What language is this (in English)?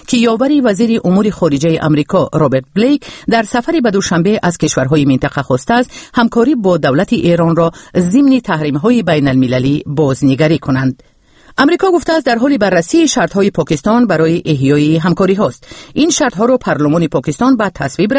Persian